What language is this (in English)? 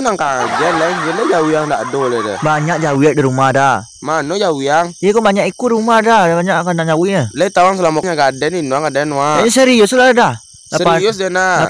Minangkabau